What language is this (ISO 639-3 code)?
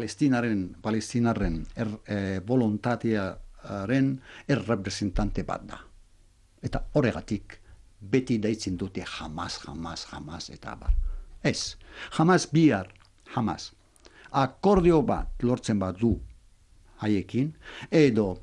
eus